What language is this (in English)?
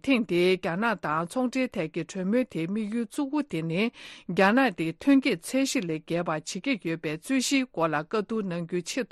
Tibetan